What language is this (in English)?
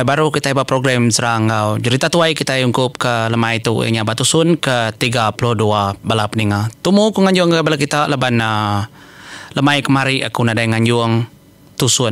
Iban